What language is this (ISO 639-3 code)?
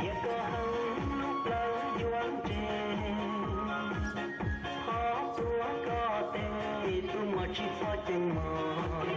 hmn